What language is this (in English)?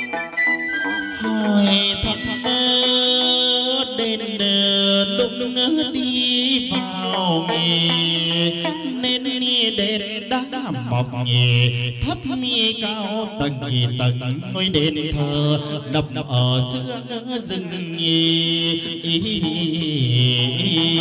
Vietnamese